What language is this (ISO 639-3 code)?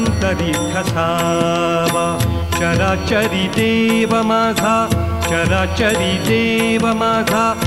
mar